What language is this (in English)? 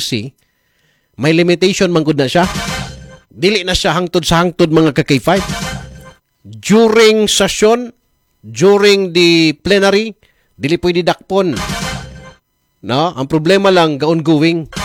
Cebuano